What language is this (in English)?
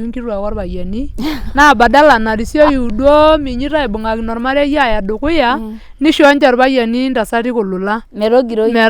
Masai